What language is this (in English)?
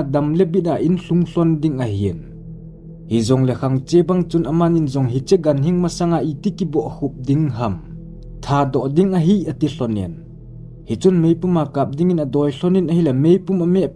Thado Chin